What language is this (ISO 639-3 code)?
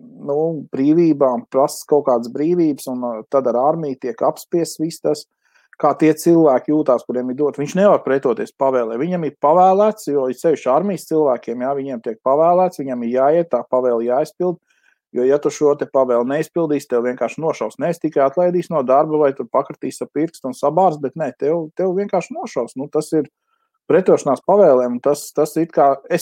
lav